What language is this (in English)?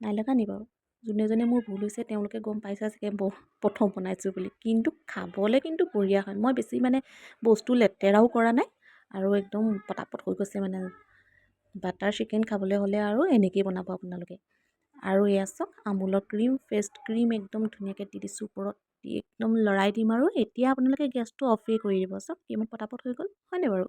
Assamese